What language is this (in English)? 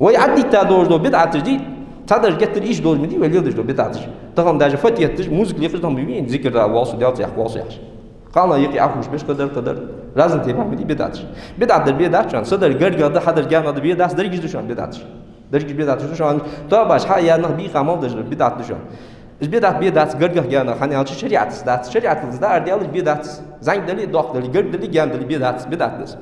Ingush